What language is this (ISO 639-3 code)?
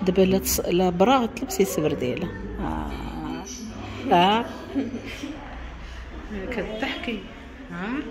ary